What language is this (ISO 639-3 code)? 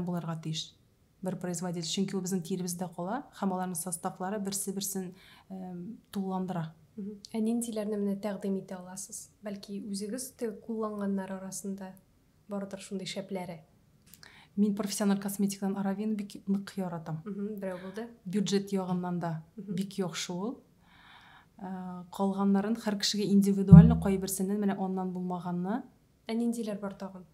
tat